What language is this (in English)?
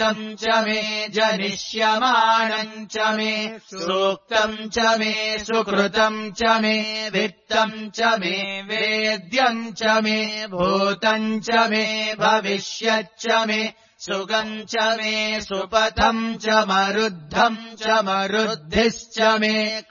Sanskrit